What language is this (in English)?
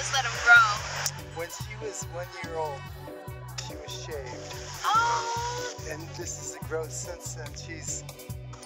English